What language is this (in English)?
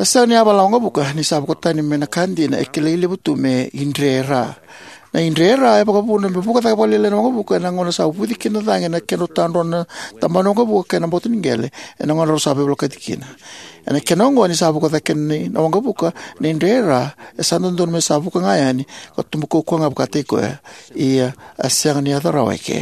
Fijian